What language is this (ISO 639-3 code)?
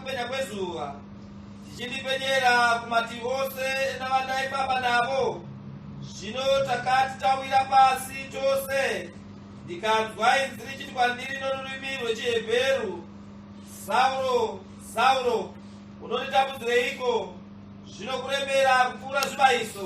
sna